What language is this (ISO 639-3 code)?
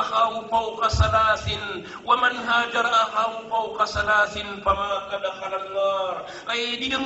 mrw